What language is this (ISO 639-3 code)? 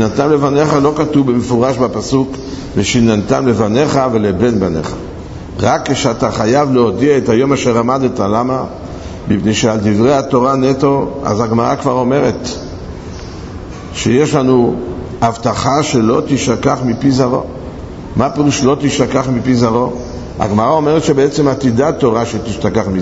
heb